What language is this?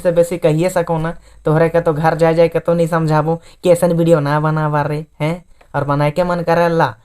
Sadri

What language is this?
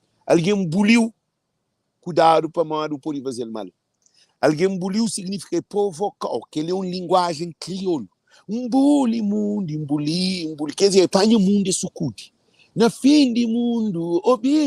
Kabuverdianu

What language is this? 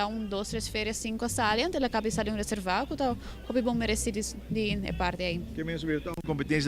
Papiamento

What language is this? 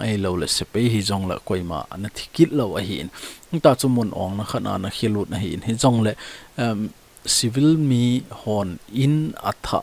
Thado Chin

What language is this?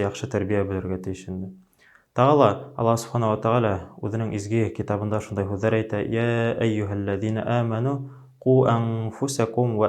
Bashkir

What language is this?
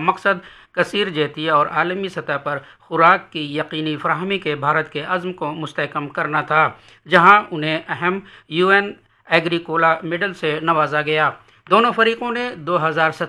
Urdu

